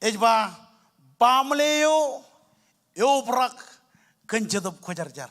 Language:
Marshallese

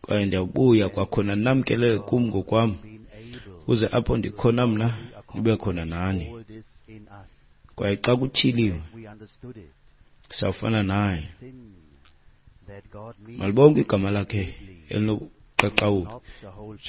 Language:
Xhosa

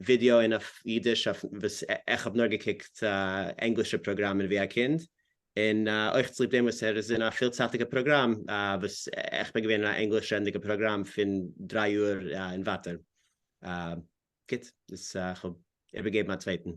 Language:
Yiddish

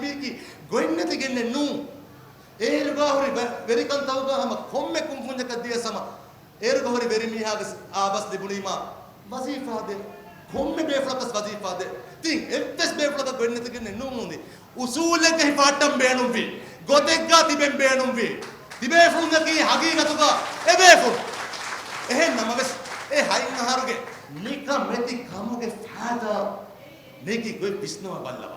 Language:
Divehi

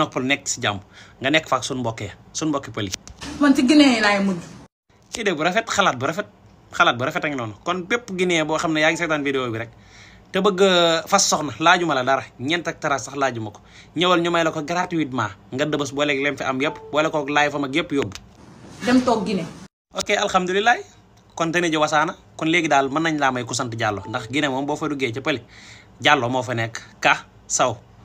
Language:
Wolof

